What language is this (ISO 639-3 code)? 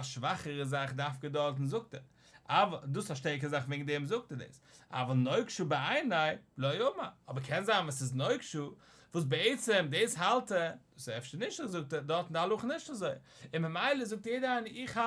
yid